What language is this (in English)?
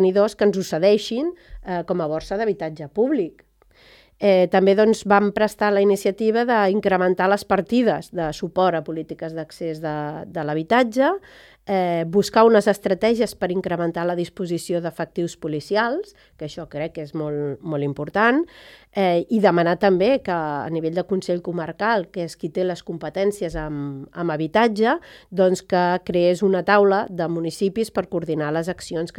Catalan